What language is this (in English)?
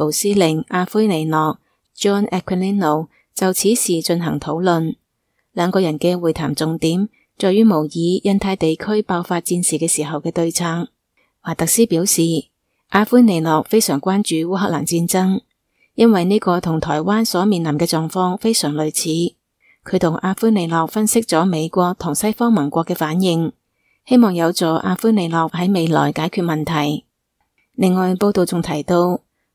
Cantonese